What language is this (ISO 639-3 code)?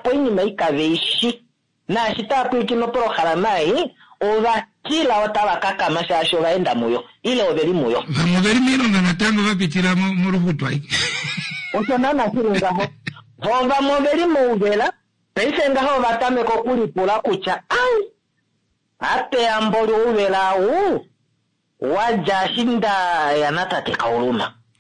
kua